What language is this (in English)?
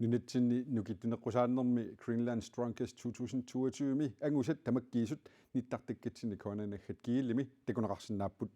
Kalaallisut